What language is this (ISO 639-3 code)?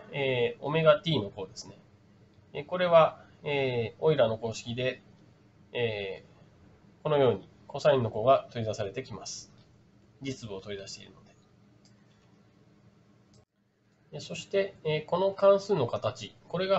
jpn